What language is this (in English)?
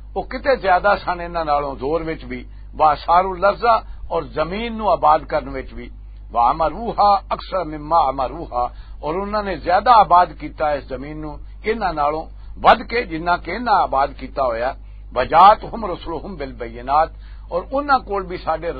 Western Panjabi